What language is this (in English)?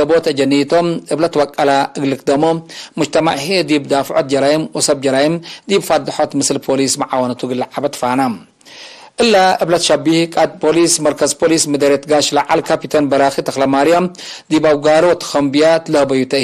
Tigre